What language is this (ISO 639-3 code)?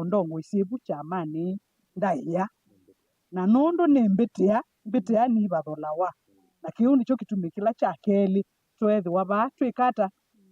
kam